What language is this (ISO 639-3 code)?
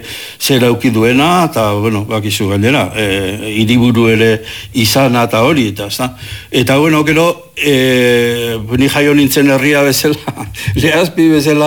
eus